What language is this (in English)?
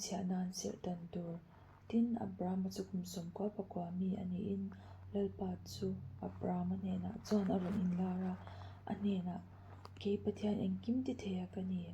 Mizo